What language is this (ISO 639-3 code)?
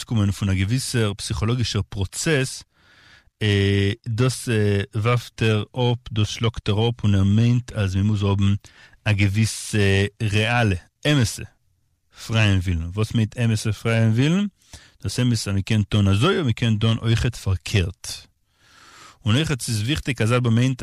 yid